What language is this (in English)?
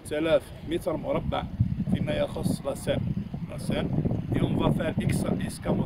Arabic